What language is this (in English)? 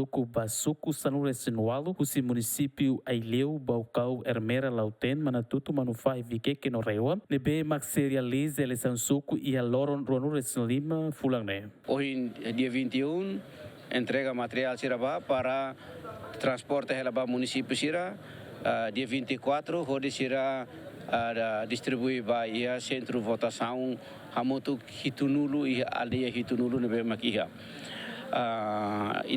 Tetum